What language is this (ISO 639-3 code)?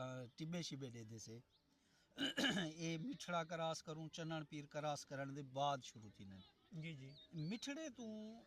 skr